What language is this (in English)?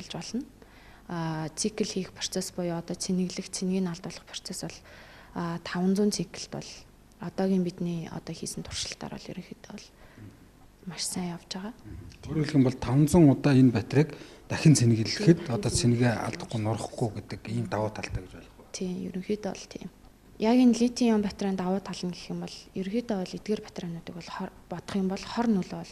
Mongolian